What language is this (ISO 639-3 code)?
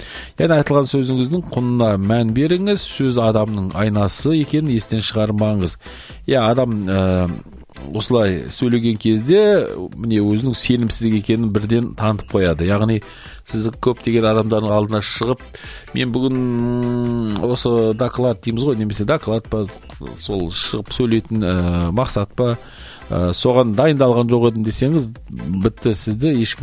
kaz